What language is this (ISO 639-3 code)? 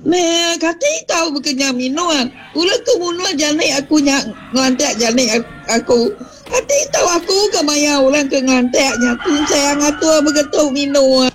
iba